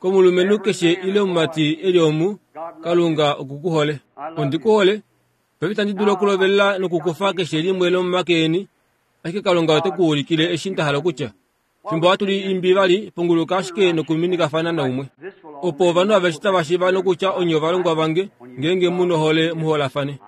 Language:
Kuanyama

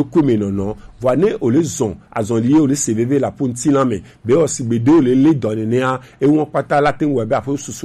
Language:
Gen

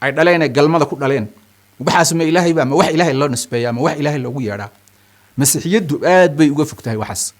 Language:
Somali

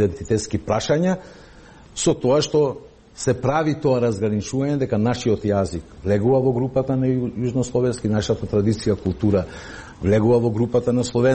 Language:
Macedonian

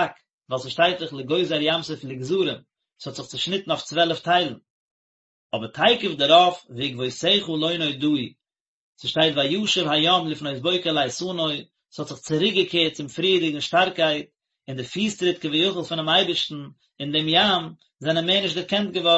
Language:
Yiddish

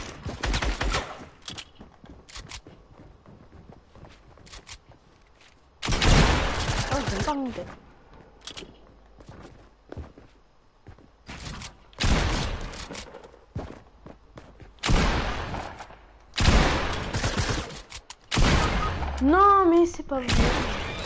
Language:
French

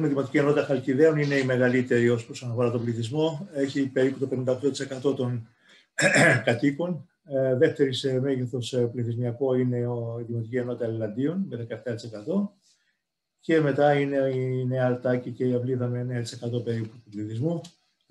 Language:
Greek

